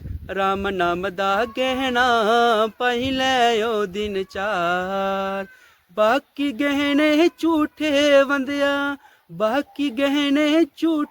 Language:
Dogri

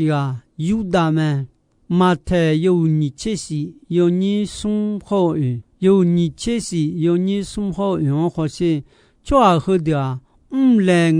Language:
Akha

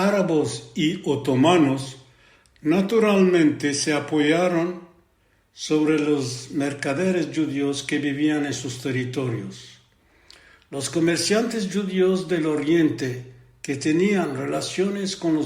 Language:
Ladino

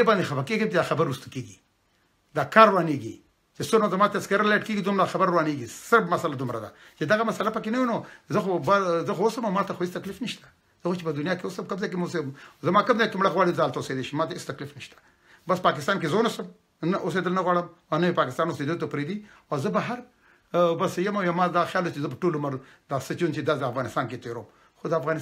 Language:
Pashto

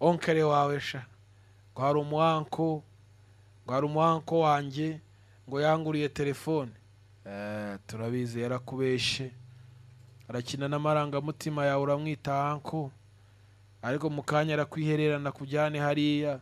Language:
Kinyarwanda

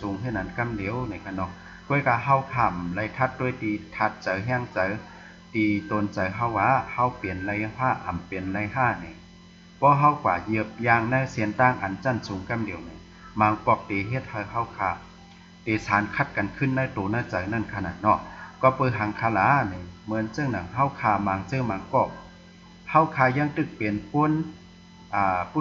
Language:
Shan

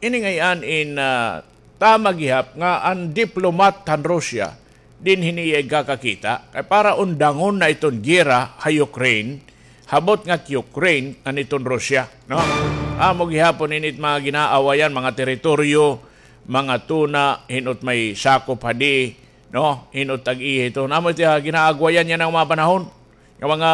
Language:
Waray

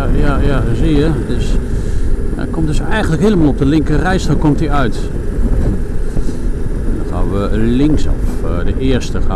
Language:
Dutch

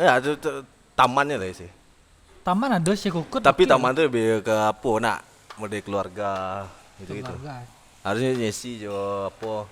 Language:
Minangkabau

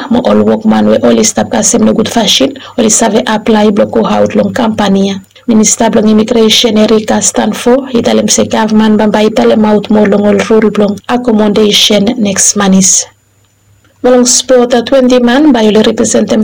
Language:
Bislama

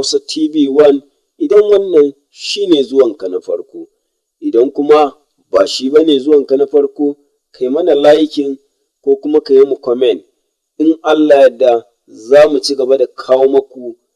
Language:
Hausa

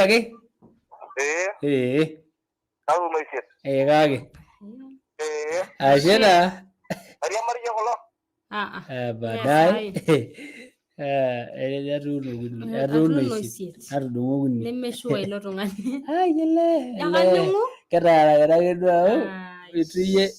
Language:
Masai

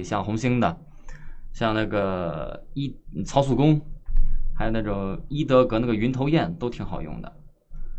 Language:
Chinese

